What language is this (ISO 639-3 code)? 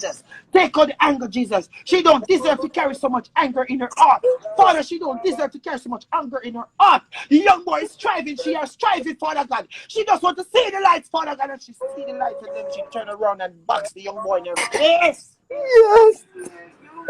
jam